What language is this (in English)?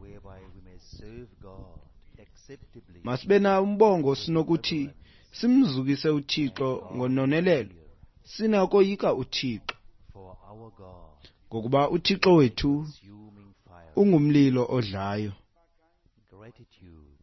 Xhosa